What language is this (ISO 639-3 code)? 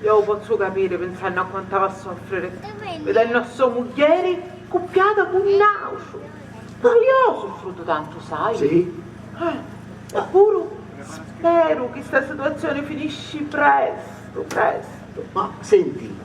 scn